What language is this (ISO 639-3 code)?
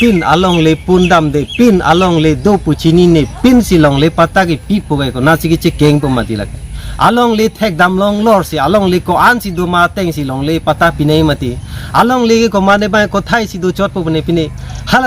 mjw